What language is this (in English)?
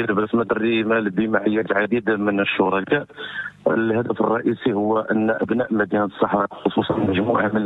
Moroccan Arabic